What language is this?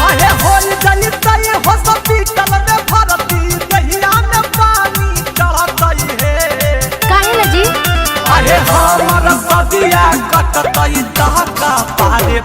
Magahi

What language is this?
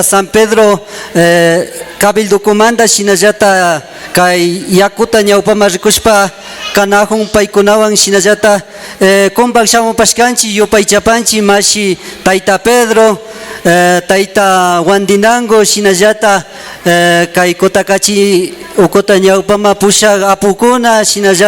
Imbabura Highland Quichua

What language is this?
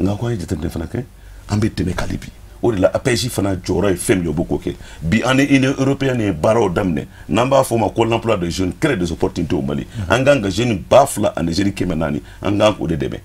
Bambara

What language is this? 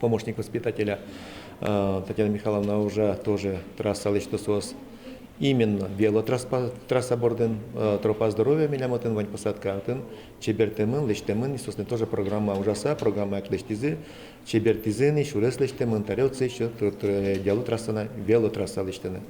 Udmurt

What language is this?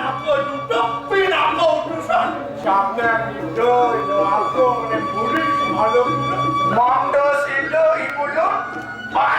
Balinese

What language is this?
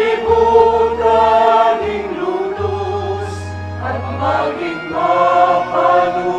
Pampanga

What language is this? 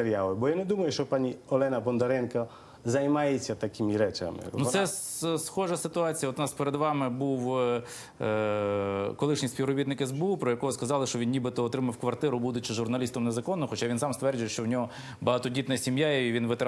Ukrainian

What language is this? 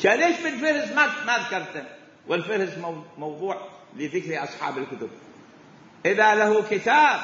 Mesopotamian Arabic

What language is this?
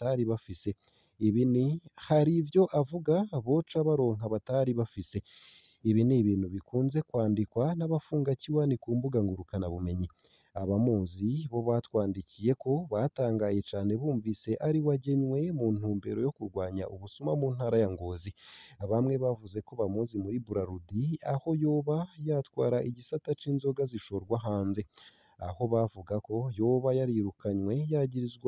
Rundi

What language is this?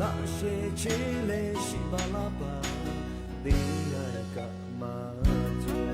Lahu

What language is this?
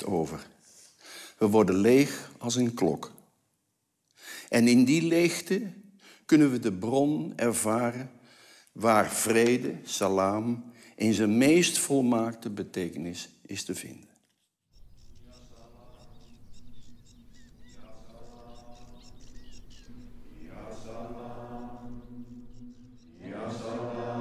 Dutch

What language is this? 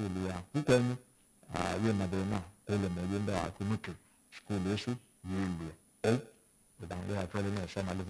Kamba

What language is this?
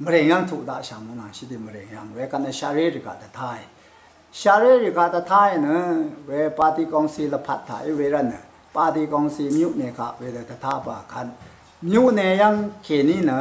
Rawang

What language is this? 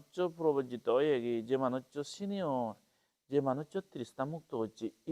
Chakma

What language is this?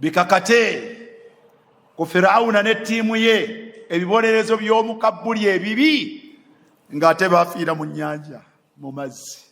Ganda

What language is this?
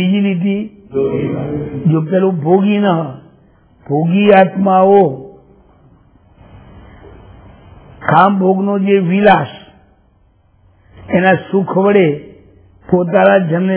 Gujarati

